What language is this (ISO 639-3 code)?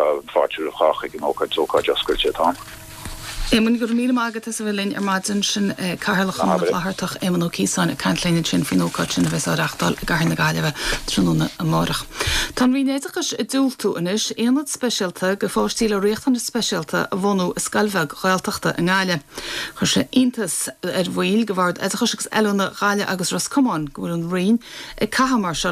gle